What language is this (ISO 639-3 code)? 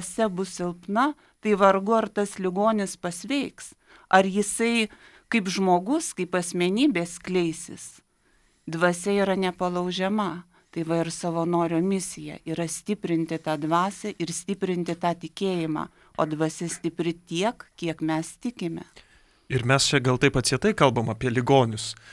lit